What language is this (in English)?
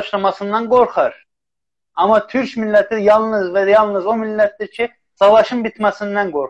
South Azerbaijani